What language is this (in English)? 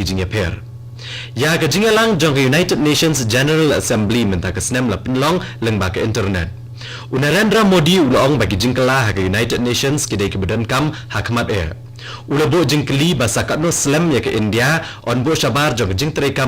Khasi